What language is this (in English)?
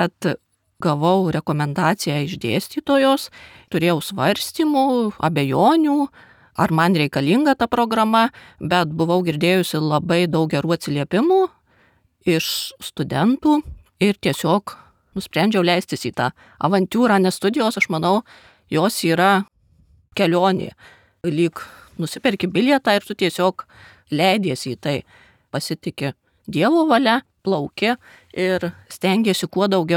Lithuanian